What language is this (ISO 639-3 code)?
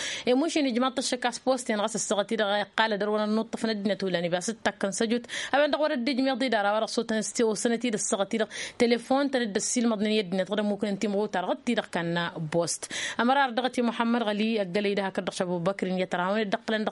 taq